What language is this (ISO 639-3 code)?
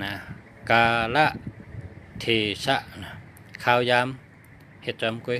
shn